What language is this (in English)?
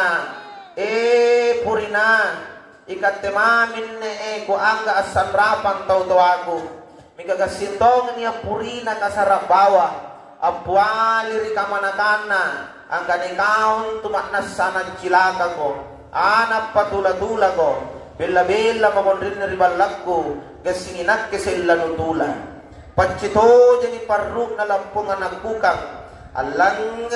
Makasar